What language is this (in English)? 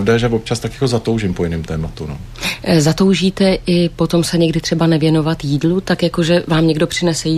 Czech